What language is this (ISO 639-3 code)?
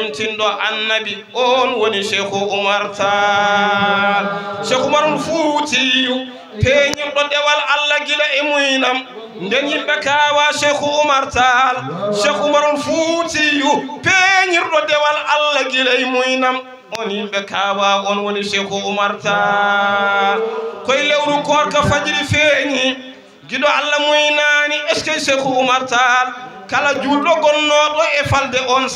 ful